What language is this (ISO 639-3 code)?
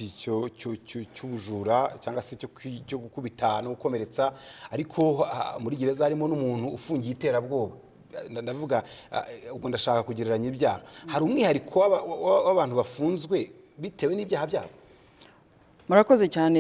kin